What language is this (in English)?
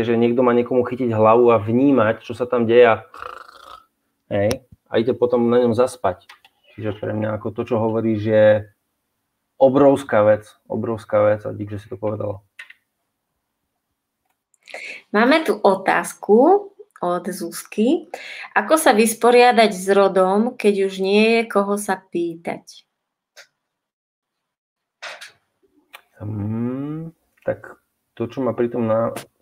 Slovak